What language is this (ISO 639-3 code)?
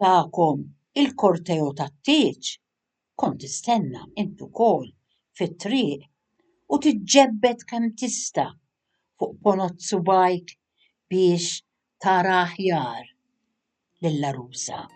mlt